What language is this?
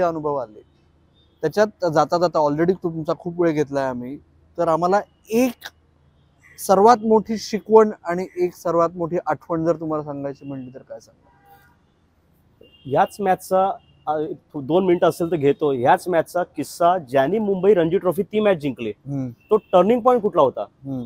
Marathi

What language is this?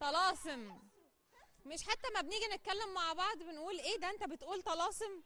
Egyptian Arabic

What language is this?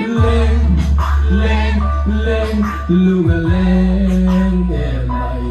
Hmar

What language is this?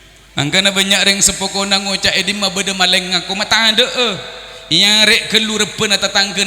Madurese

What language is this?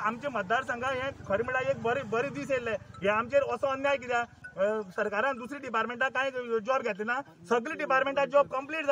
Konkani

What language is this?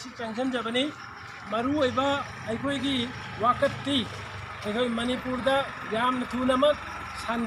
Manipuri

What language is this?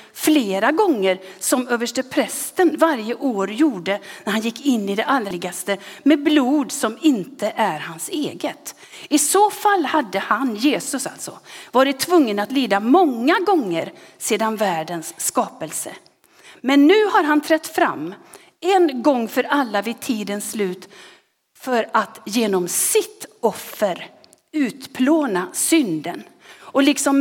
Swedish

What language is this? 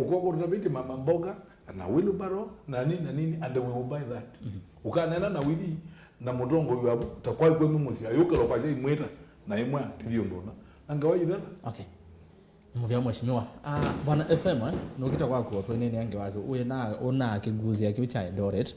Kamba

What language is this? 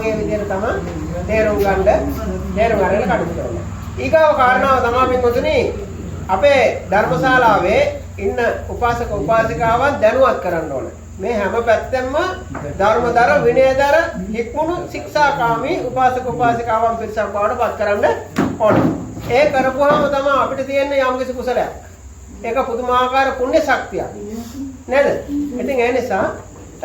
Sinhala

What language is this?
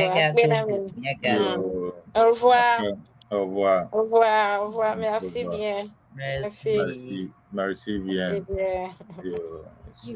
Ewe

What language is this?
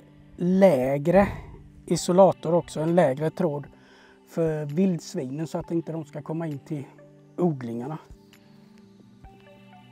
Swedish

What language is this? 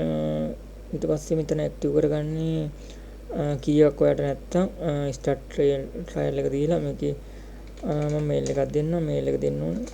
Sinhala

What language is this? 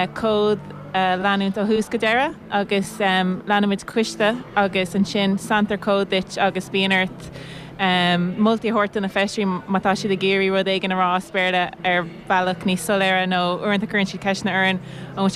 Irish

